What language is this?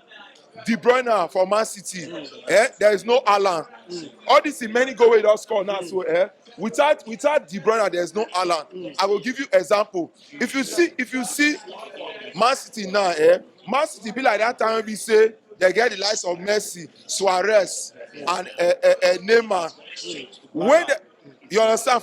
Nigerian Pidgin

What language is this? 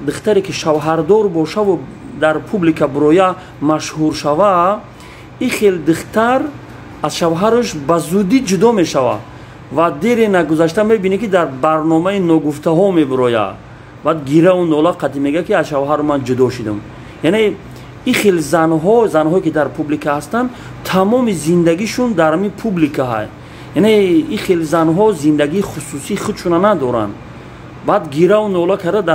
Tajik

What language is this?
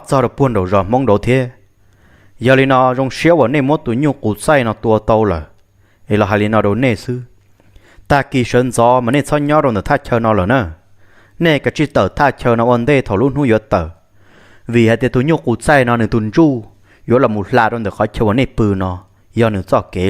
Hmong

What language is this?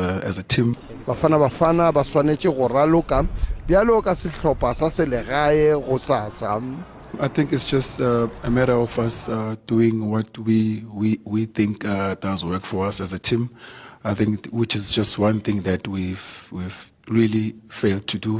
Tswana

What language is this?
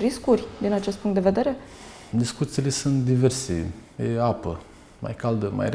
Romanian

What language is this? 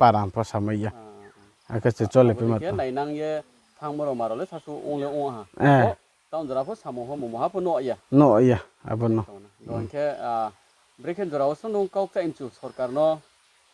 Riang (India)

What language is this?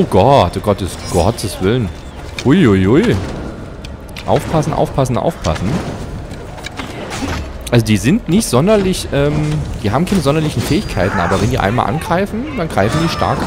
German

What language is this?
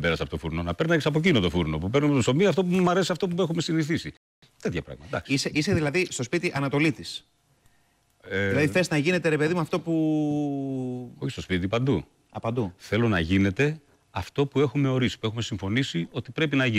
Greek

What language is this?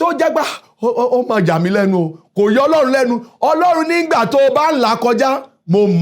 Yoruba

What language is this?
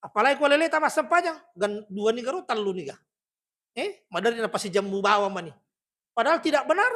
Buginese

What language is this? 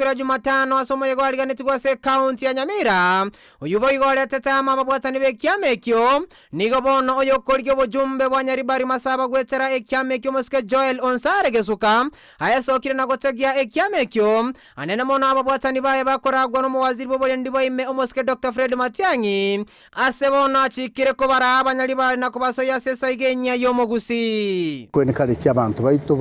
Gusii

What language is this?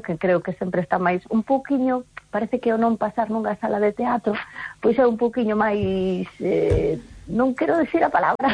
Galician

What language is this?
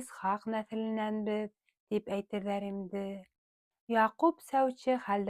Bashkir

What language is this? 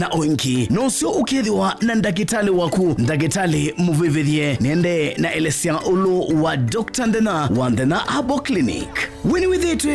Kamba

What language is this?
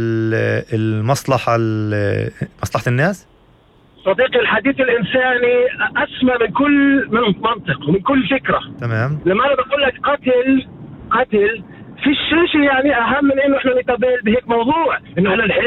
North Levantine Arabic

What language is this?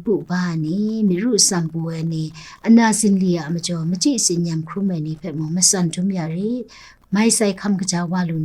Kachin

